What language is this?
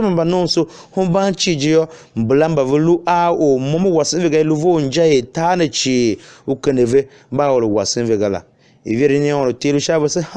Tiv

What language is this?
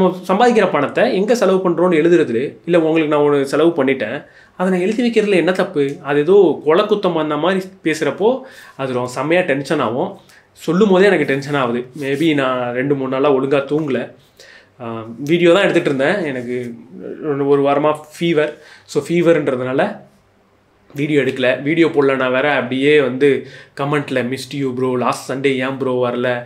Tamil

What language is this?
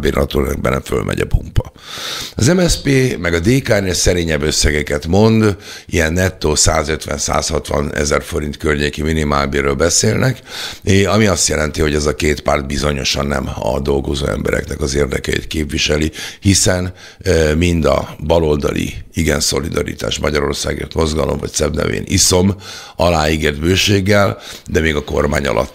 Hungarian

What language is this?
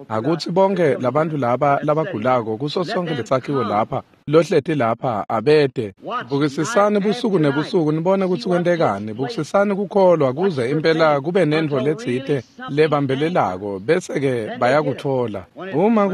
Swati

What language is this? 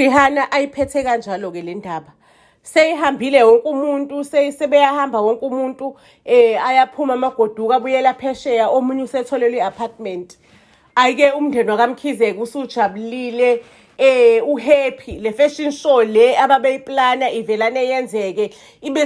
Zulu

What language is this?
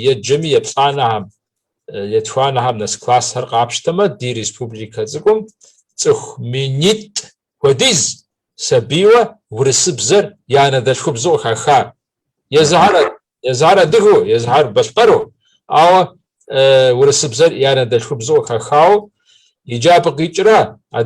Kabardian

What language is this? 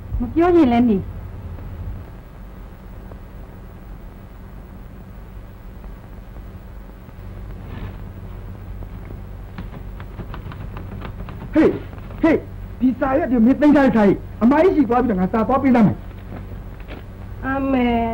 Burmese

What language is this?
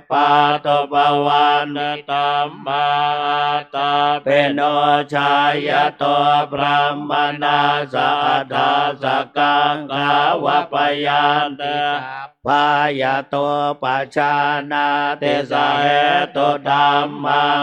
Pali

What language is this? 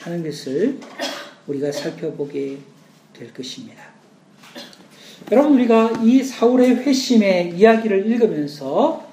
Korean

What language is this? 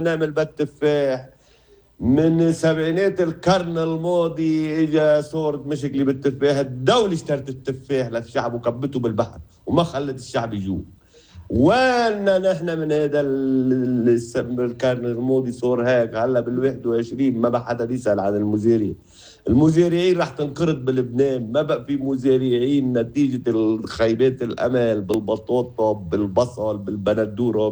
North Levantine Arabic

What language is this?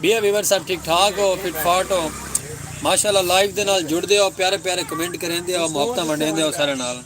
Saraiki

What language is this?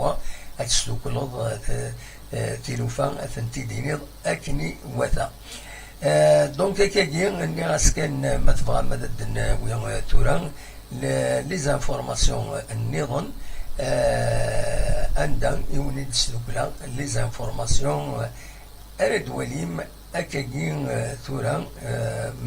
Kabyle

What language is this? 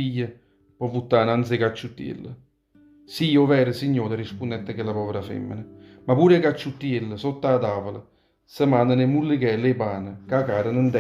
Neapolitan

